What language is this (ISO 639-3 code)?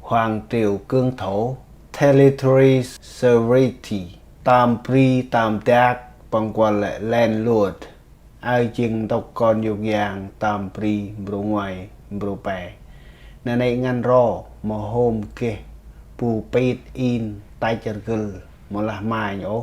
cmo